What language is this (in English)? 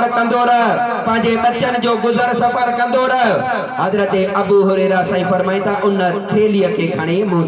Sindhi